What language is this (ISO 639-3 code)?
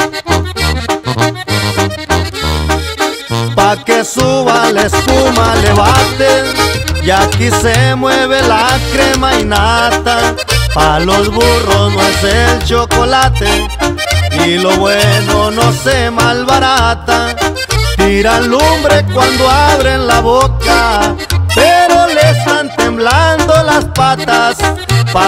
spa